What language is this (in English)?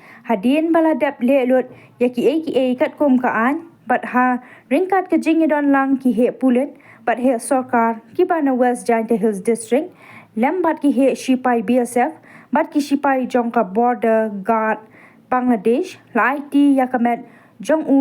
Khasi